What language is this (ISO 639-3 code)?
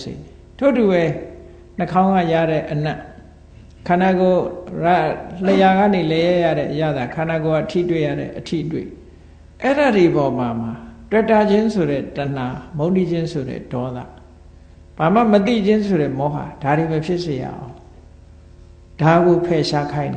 mya